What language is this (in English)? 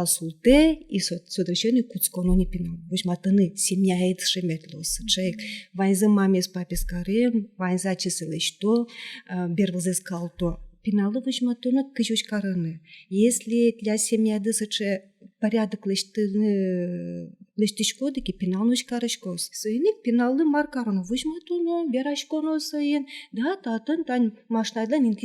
Udmurt